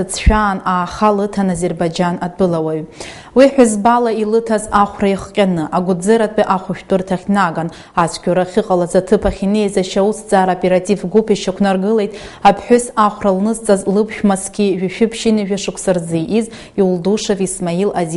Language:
Abkhazian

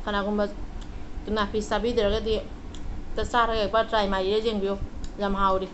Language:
Manipuri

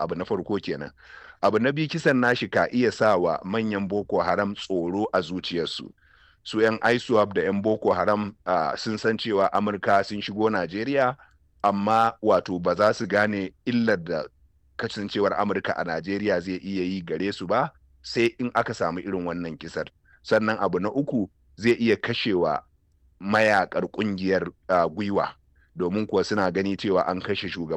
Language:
Hausa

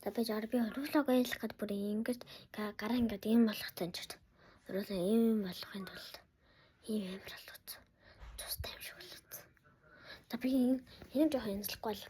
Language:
Mongolian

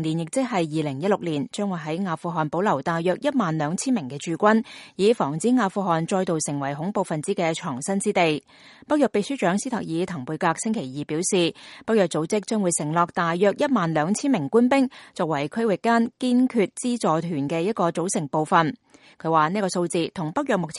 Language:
Cantonese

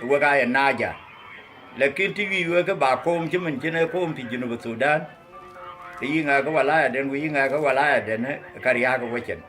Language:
Dinka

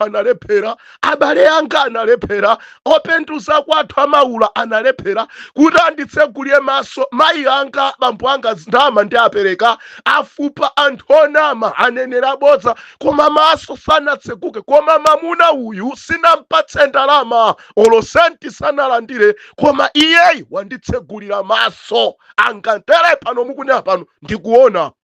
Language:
Nyanja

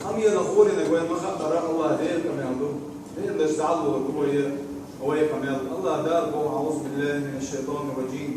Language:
Chechen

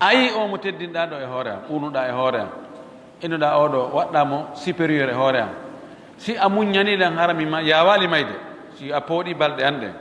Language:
Fula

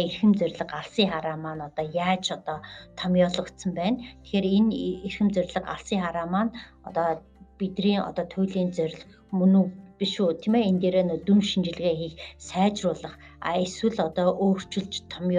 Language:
Mongolian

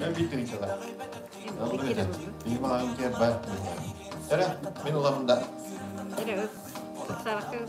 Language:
Yakut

